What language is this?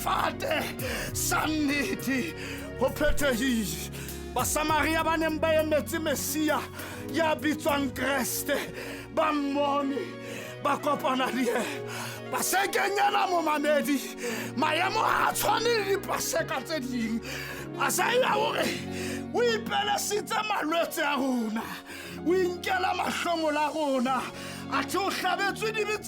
Southern Sotho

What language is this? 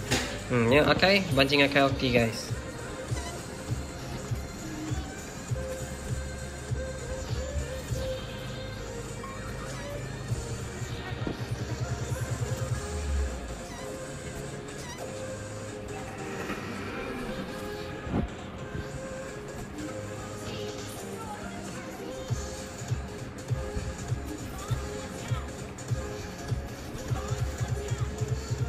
Malay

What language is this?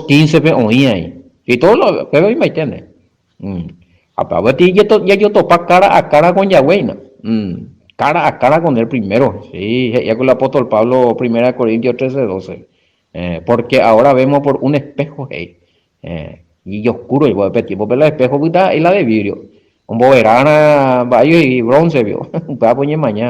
Guarani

